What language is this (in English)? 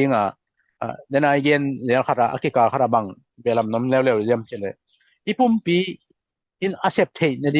Tedim Chin